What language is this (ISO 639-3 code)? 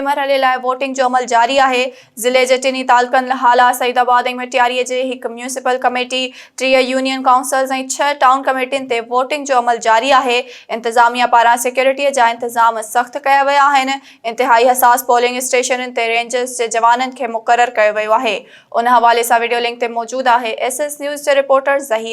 snd